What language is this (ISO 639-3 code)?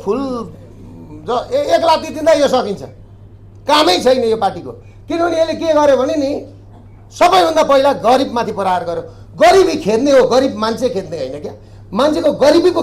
nep